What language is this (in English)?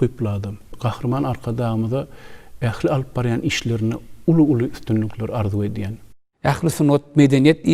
Turkmen